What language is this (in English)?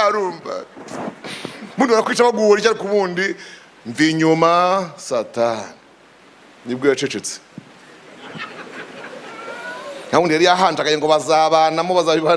Kinyarwanda